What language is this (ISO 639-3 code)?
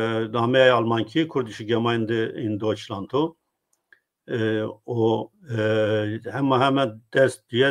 zza